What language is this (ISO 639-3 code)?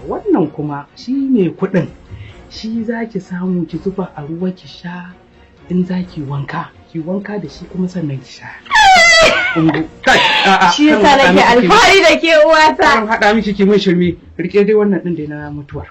hau